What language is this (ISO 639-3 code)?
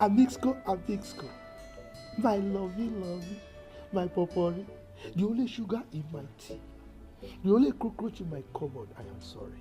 pcm